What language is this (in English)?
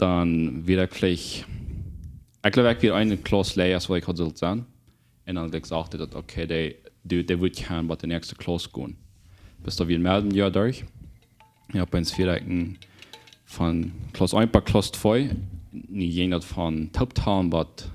Plautdietsch